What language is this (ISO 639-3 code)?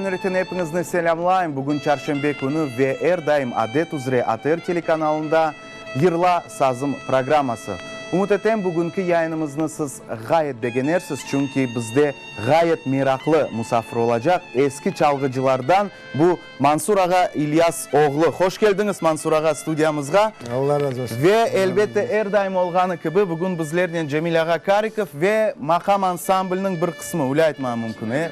crh